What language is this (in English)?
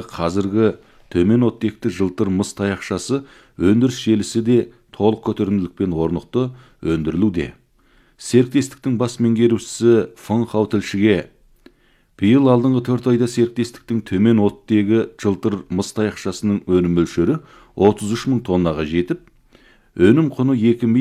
Kazakh